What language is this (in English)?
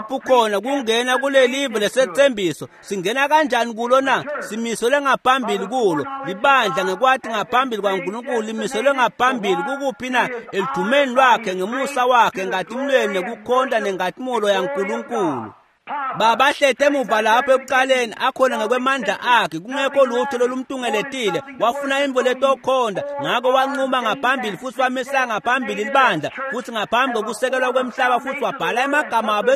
Swati